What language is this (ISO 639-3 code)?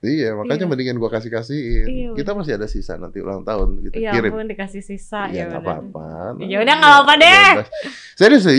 ind